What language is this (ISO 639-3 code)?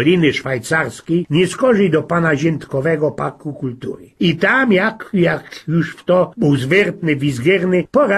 szl